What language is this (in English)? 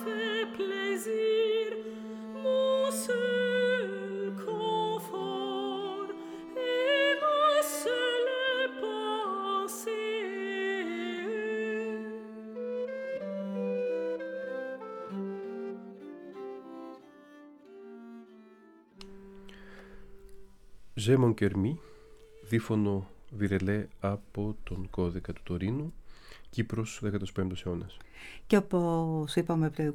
Greek